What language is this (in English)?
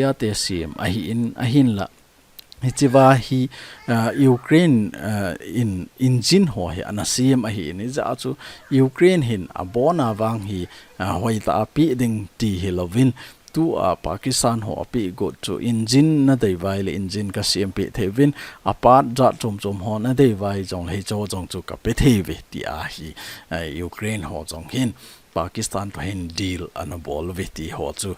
Thado Chin